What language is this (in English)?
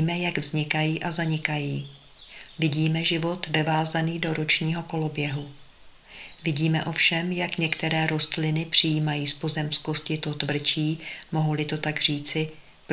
Czech